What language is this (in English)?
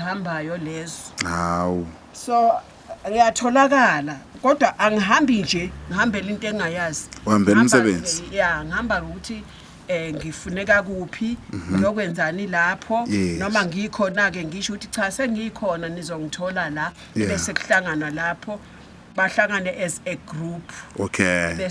Zulu